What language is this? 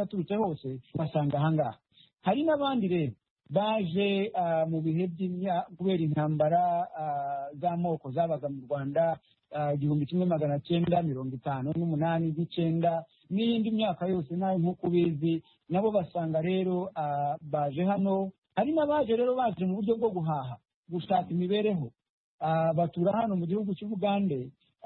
Kinyarwanda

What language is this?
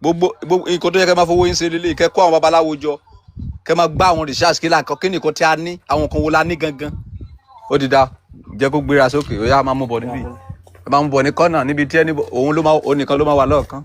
Yoruba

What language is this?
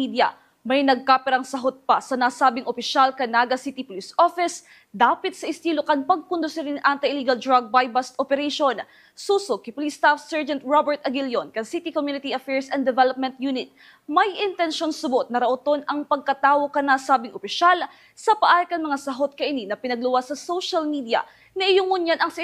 Bikol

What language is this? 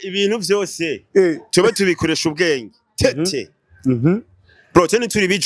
Rundi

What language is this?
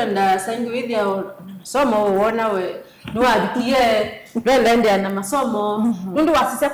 Kamba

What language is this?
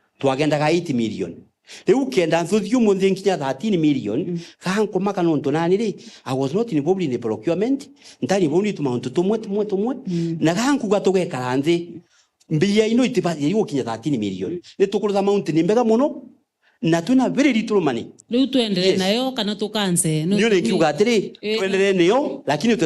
Meru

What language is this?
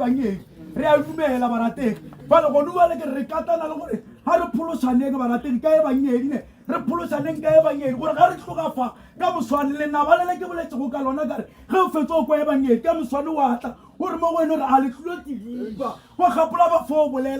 Northern Sotho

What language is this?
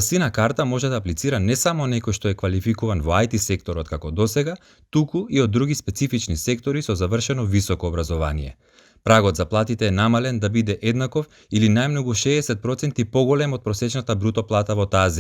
Macedonian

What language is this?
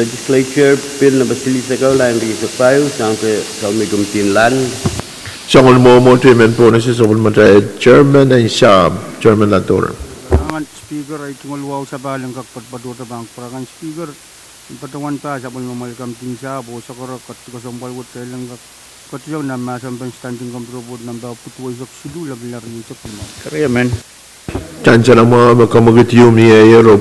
Pohnpeian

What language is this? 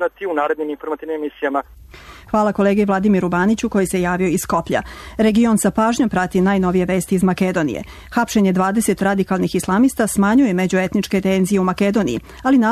Serbian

